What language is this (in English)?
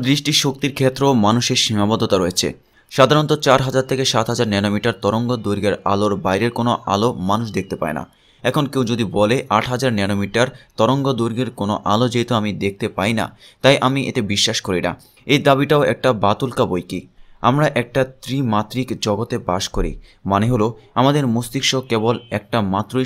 Bangla